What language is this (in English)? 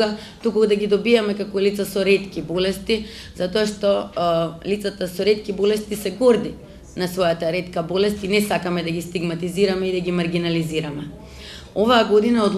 Macedonian